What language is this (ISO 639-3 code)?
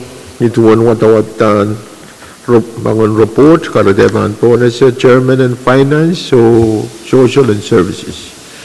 pon